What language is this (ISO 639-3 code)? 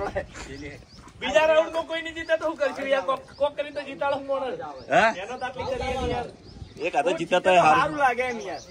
guj